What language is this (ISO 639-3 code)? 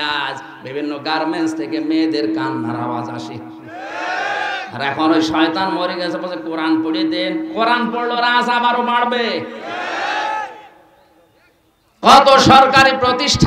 ben